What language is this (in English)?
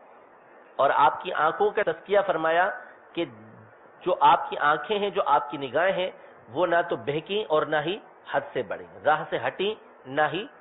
Urdu